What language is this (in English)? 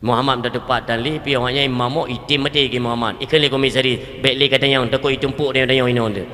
Achinese